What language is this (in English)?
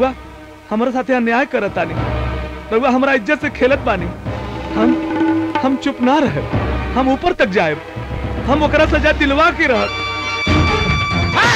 Bhojpuri